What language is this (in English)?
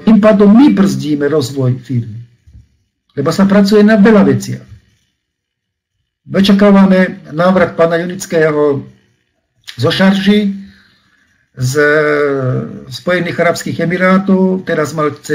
Slovak